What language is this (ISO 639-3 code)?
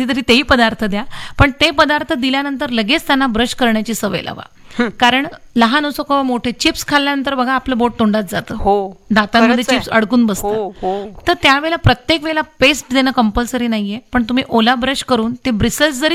mar